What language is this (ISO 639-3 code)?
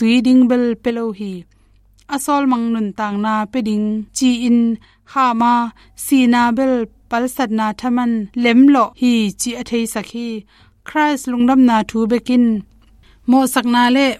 ctd